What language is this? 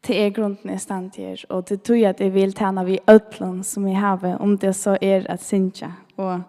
Faroese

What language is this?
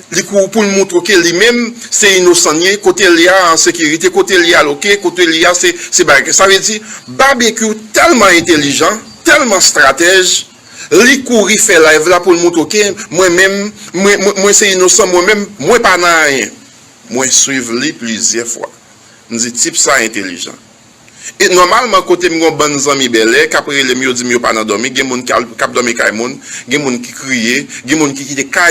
Haitian Creole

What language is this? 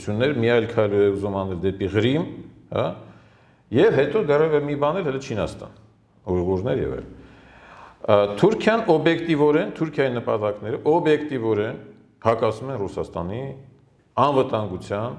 Armenian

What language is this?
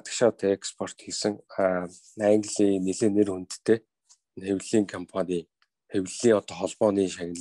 Mongolian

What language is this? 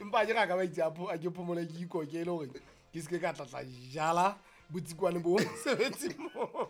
Southern Sotho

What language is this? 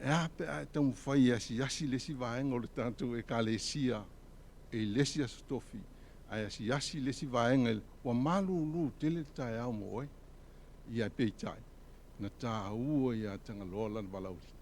Samoan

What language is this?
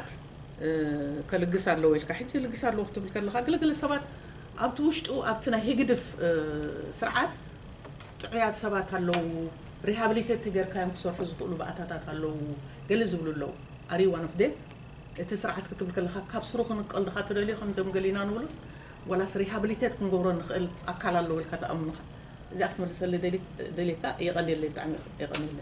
Tigrinya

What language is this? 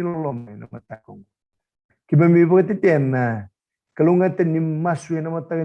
Fijian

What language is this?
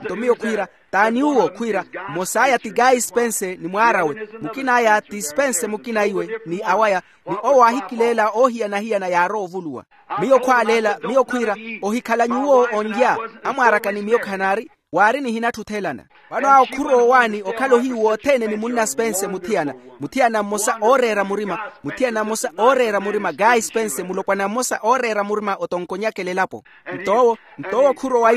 Makhuwa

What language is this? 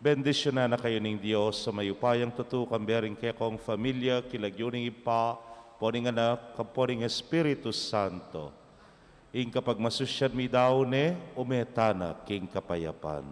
Pampanga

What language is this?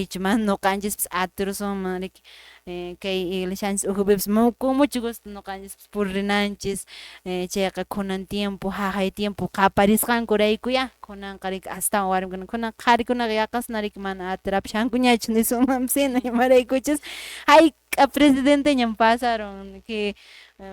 Quechua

